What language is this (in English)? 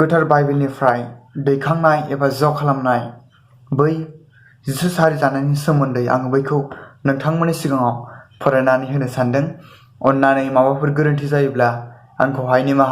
Bodo